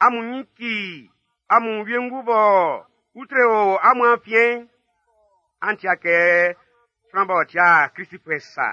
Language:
Baoulé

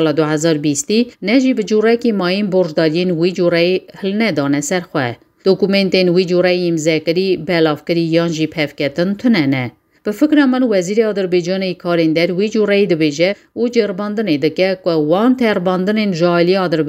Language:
Kurdish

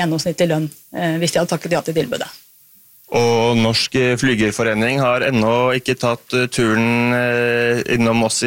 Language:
Norwegian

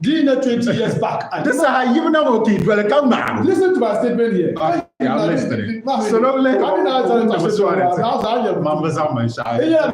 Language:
Dagbani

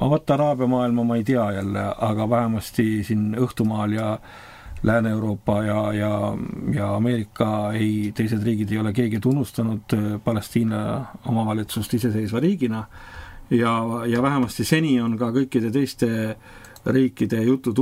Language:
Estonian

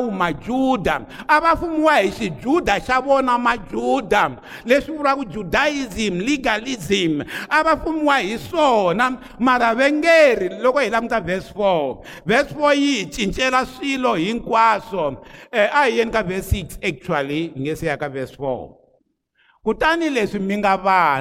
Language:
Tsonga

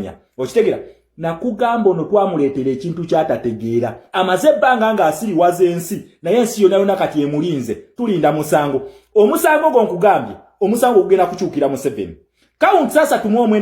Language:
Ganda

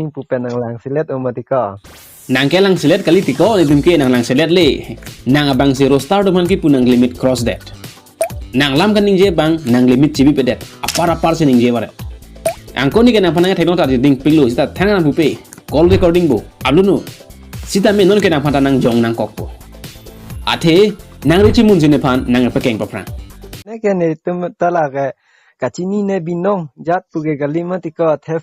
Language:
Karbi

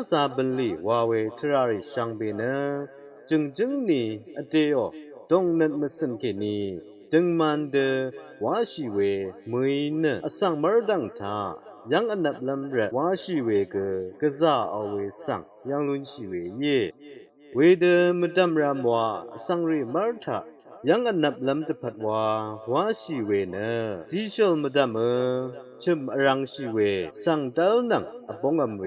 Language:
Rawang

